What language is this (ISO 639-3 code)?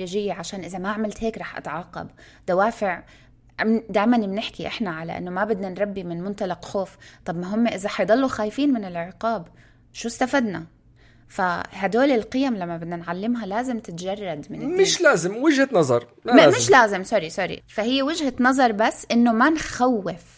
apc